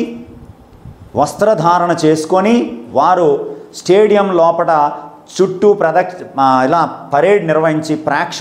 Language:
Telugu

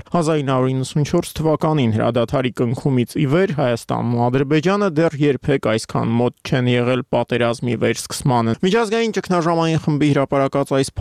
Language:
Armenian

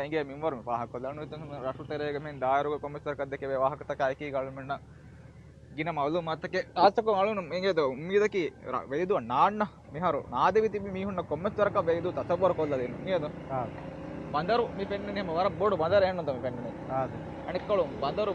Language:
Divehi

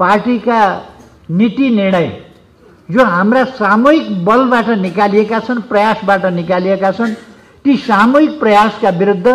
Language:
Nepali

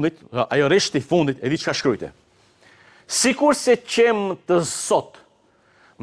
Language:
Albanian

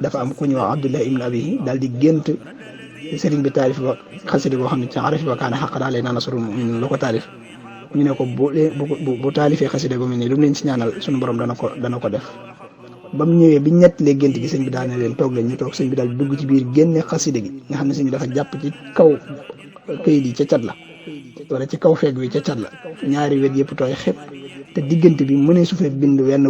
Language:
Wolof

